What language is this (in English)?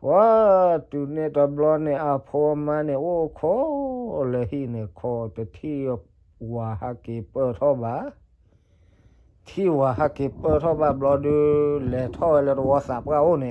S'gaw Karen